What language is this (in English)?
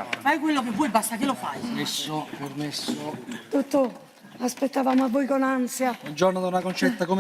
Neapolitan